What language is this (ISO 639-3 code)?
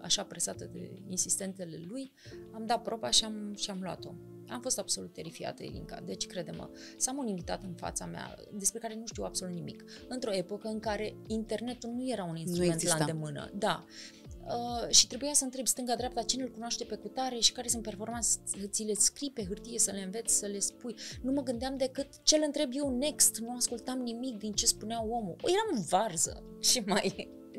ron